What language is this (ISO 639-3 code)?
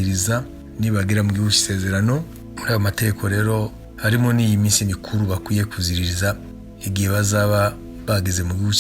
kin